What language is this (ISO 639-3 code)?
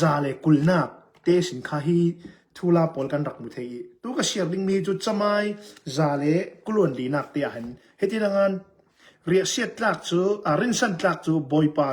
cnh